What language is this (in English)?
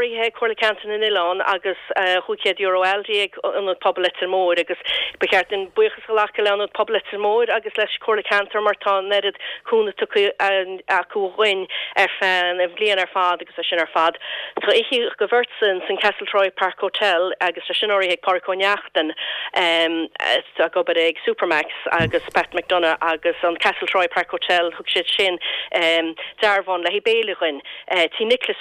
Irish